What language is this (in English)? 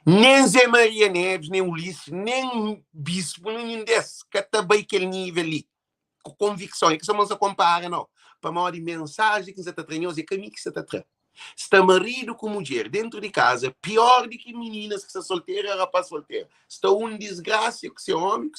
Kabuverdianu